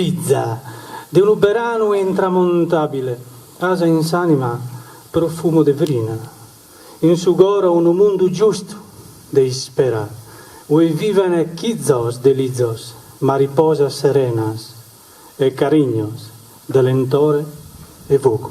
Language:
Sardinian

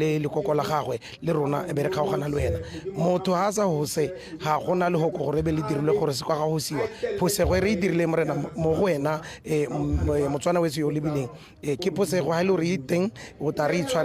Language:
Tswana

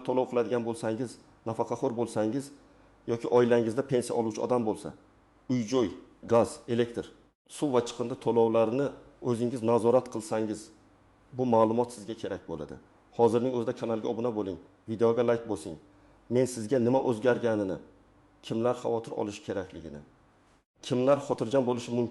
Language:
Uzbek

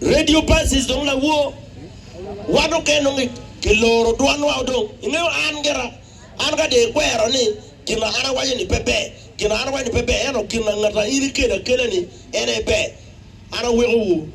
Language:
Acoli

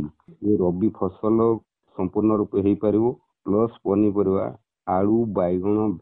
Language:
Odia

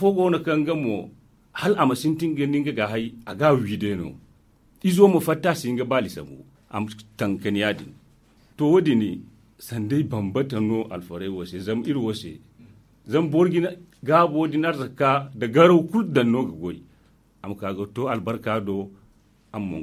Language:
Zarma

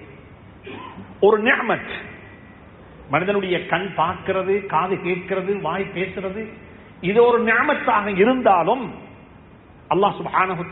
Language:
Tamil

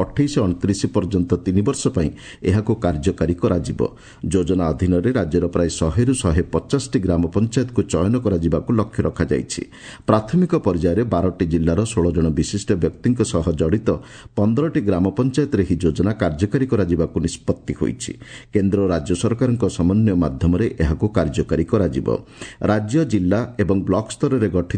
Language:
Odia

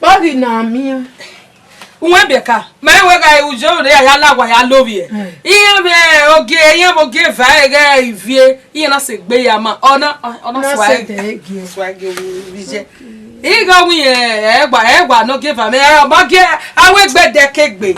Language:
Bini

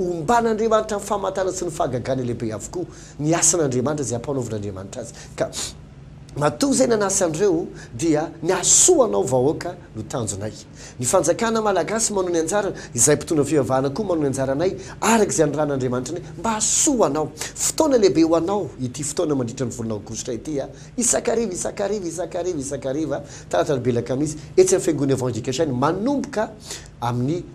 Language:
Malagasy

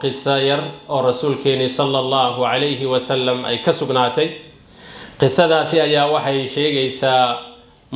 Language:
Somali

